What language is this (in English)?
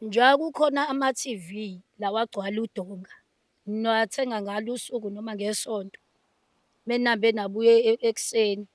Zulu